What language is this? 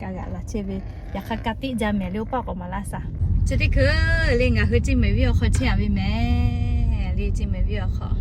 Lahu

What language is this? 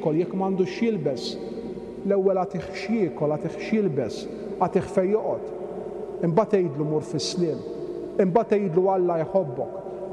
Maltese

